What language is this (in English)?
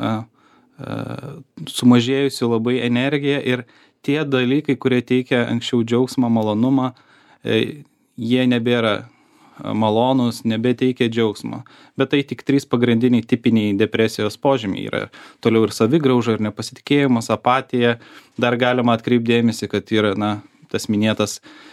Lithuanian